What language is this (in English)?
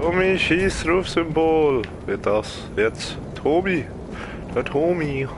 Swiss German